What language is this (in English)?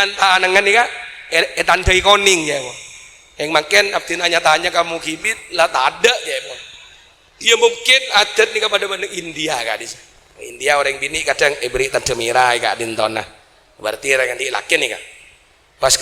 Madurese